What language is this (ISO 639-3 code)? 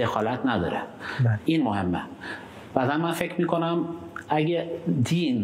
fas